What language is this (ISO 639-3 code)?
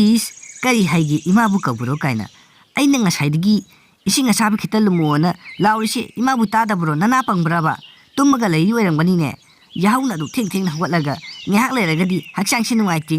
mni